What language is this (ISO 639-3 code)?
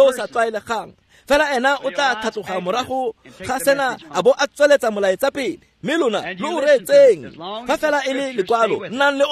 tsn